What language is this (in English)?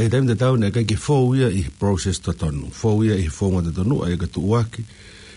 Tongan